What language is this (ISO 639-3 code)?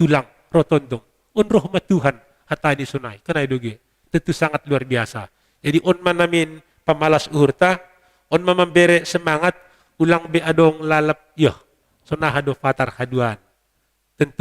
bts